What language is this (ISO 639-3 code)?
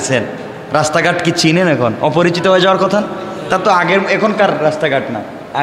ben